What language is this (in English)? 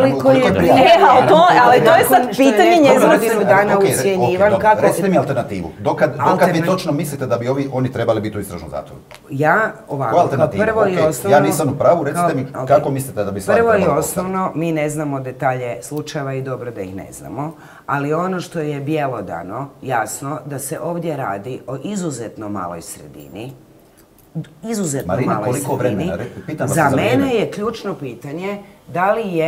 Croatian